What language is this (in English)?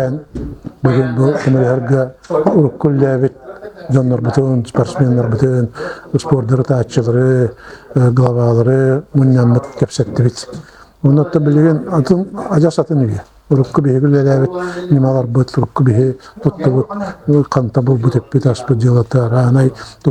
Yakut